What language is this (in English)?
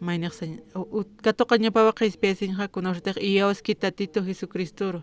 Aymara